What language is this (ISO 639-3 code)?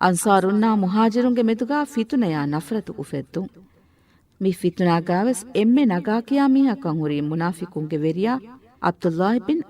div